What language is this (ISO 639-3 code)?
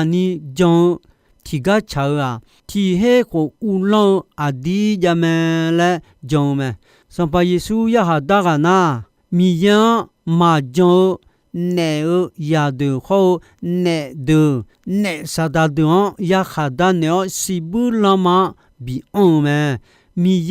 ahk